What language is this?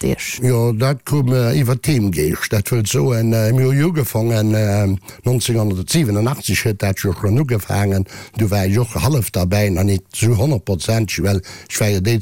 Luxembourgish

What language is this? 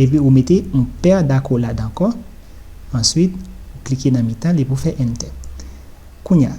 Haitian Creole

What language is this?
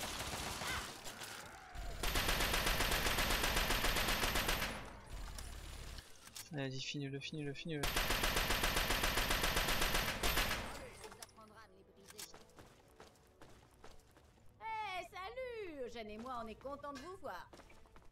French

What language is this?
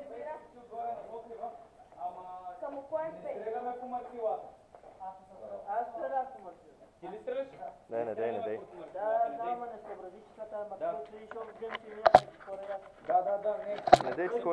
Bulgarian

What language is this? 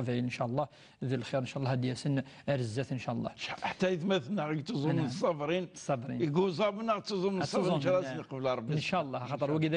Kabyle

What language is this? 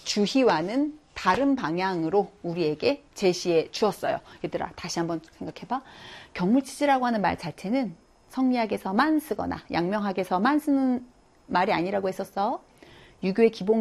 Korean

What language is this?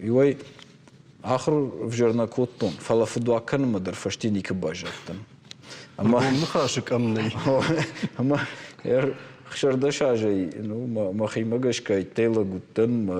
Ossetic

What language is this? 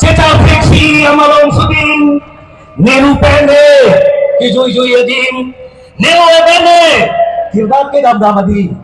Karbi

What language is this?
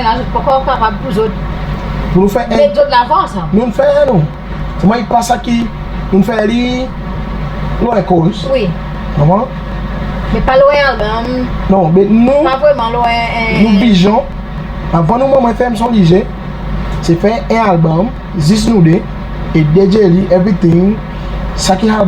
Seselwa Creole French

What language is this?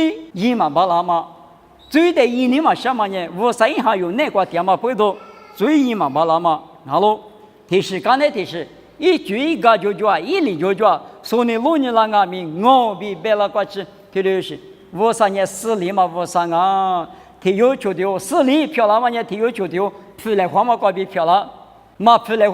Lisu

